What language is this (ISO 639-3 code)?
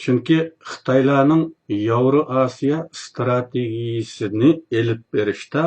uig